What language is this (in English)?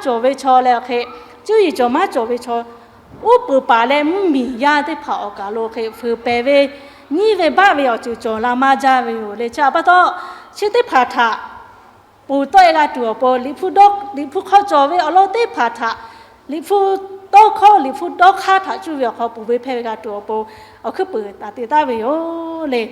Lahu